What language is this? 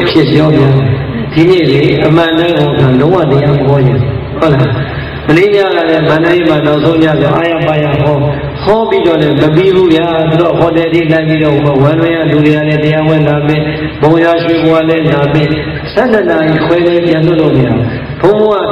Burmese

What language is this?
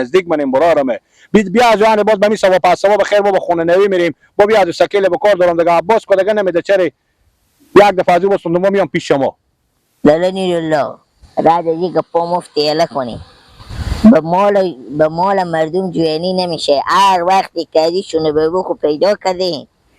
Persian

